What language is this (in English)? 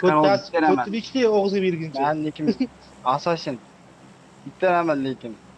Kara-Kalpak